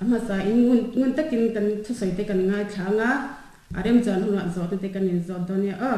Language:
Mizo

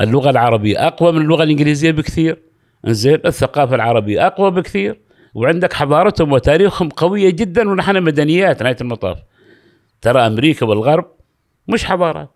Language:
Gulf Arabic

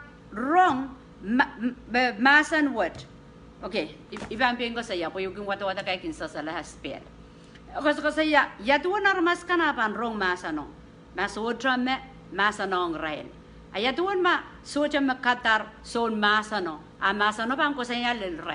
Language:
Pohnpeian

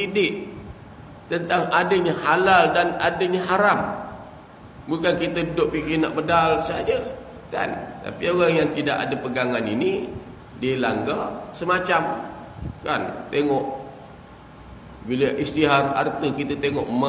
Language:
Malay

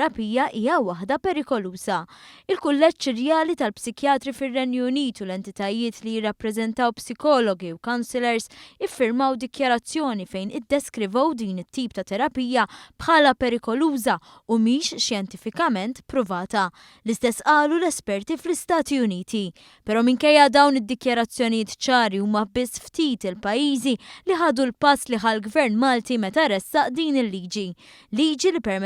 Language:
Maltese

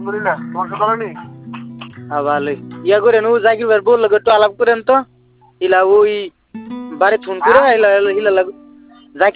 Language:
Bangla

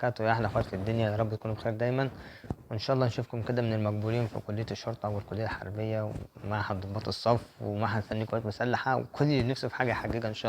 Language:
Egyptian Arabic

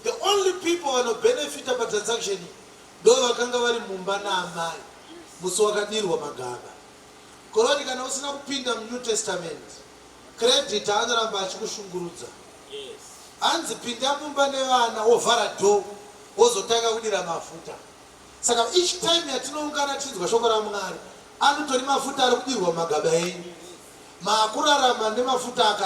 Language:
Shona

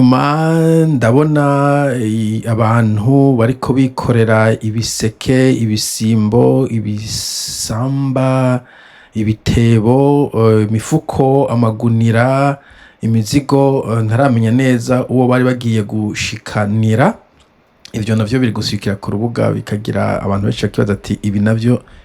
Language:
Rundi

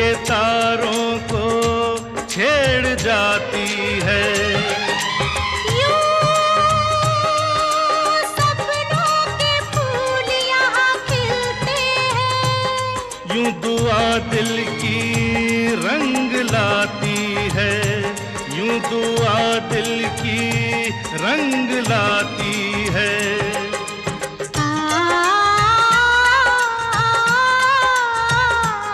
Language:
Hindi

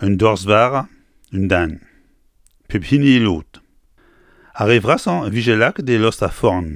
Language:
Breton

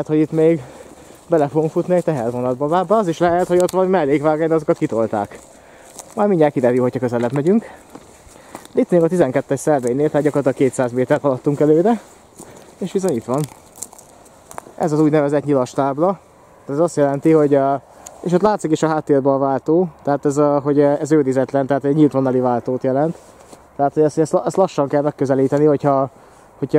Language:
Hungarian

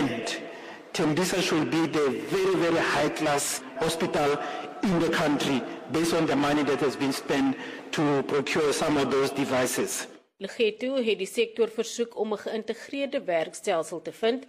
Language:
Afrikaans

